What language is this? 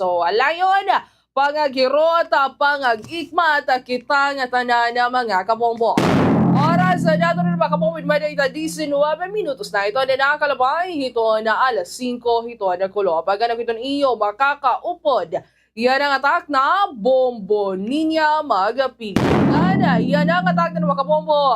Waray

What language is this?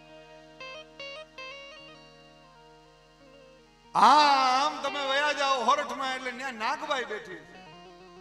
Gujarati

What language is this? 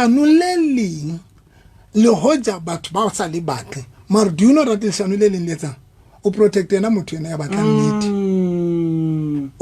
Southern Sotho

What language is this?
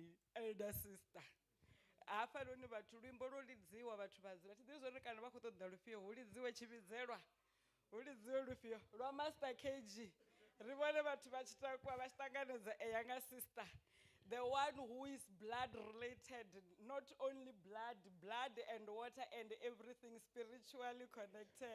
Venda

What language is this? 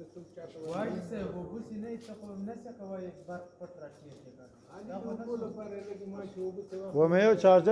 Pashto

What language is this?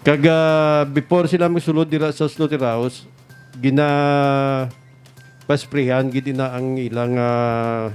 Hiligaynon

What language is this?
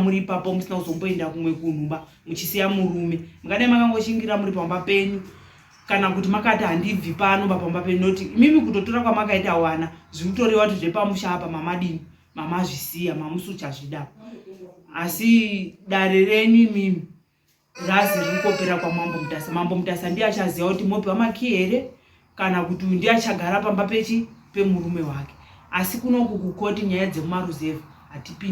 Shona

